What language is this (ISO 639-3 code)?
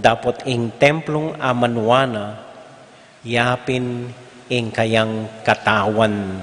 pam